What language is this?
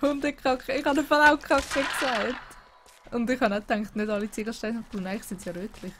Swiss German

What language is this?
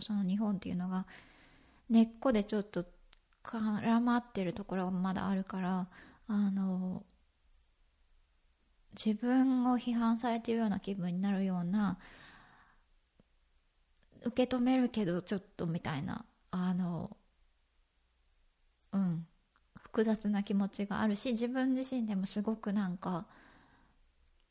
Japanese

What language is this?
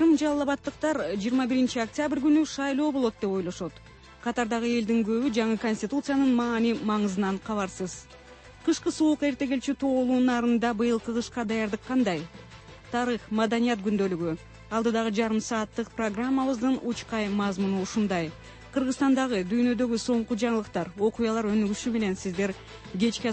Kyrgyz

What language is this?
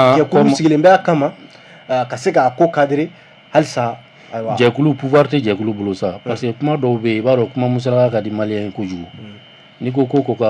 Bambara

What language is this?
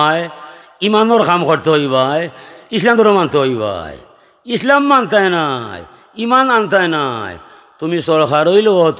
Sylheti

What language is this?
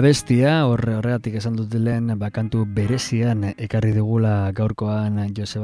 Basque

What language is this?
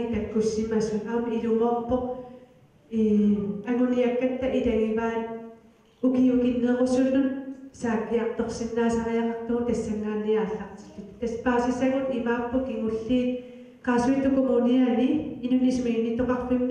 Kalaallisut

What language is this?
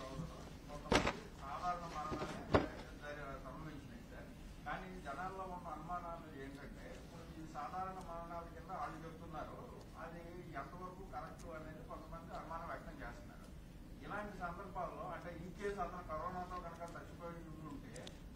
Telugu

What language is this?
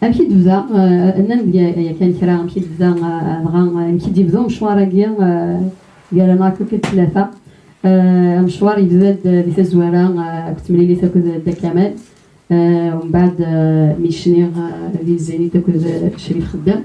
Kabyle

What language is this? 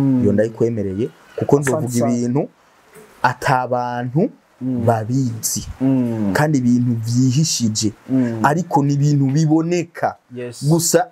Rundi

